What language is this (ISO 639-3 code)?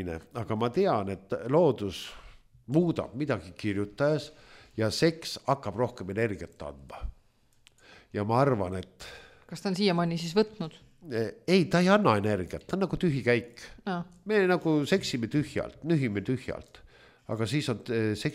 est